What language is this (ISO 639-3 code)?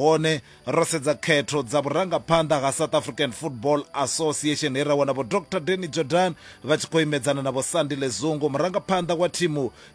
ven